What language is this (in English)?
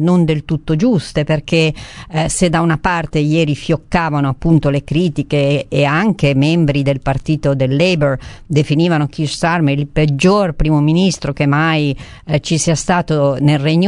Italian